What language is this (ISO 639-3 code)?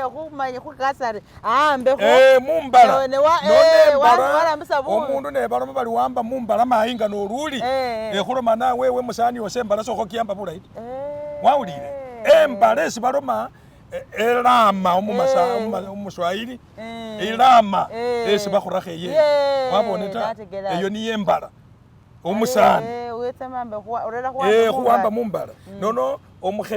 myx